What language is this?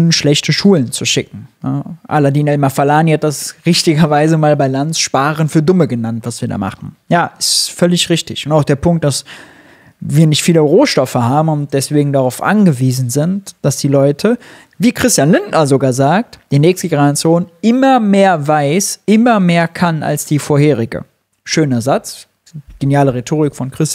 German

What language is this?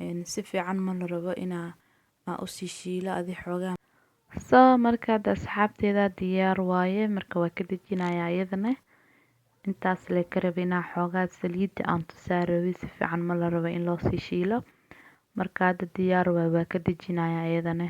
Somali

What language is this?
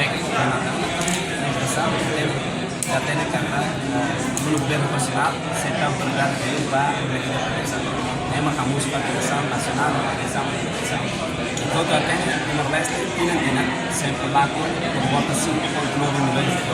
Tetum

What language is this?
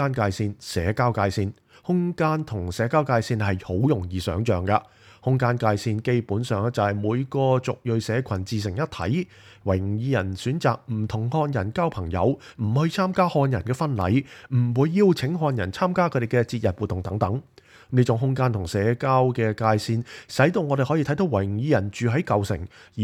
Cantonese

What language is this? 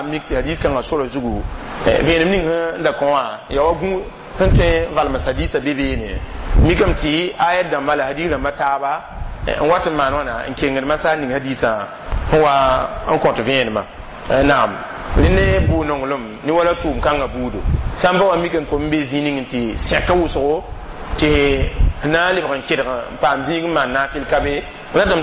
Mossi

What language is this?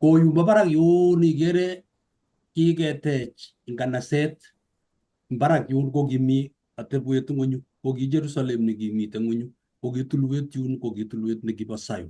Kalenjin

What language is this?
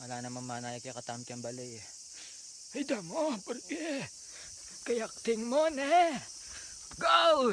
Pampanga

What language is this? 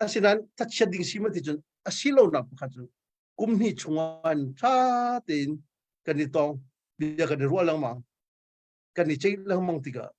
Hakha Chin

